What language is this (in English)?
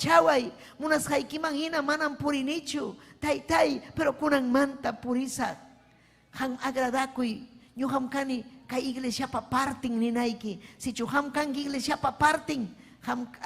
Ayacucho Quechua